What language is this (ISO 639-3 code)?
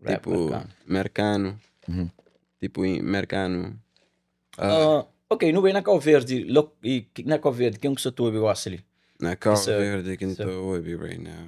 kea